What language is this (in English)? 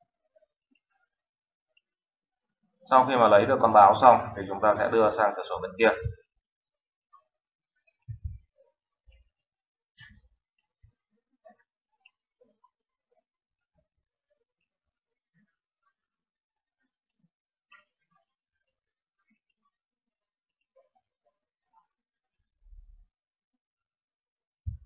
Vietnamese